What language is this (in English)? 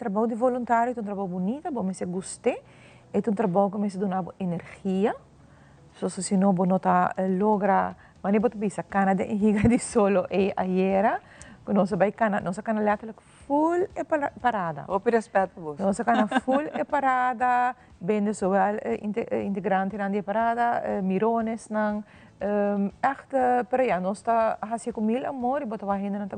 Papiamento